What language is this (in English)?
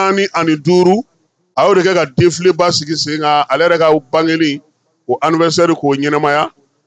Bambara